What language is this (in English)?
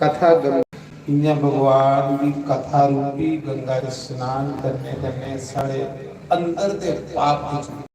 Dogri